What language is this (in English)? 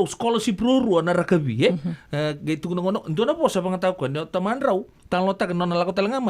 Fijian